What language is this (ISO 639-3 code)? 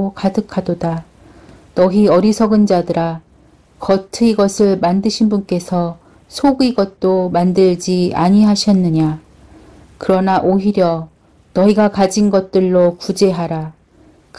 kor